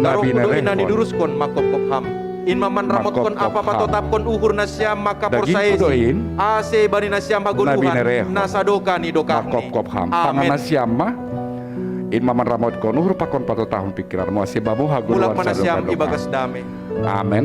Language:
Batak Simalungun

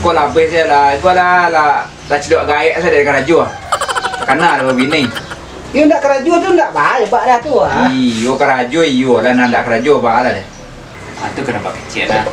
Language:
Minangkabau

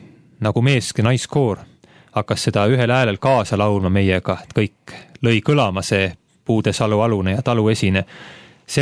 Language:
Estonian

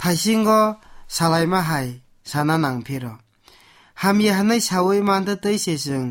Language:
Kok Borok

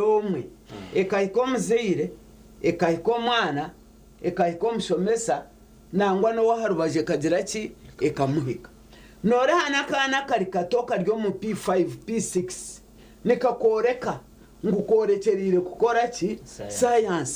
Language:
Nyankole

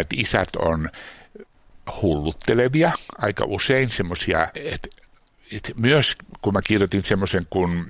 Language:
Finnish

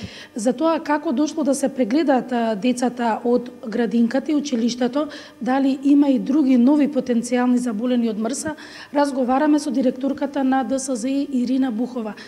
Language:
Macedonian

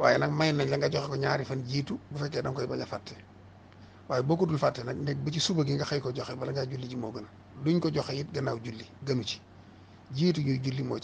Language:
Wolof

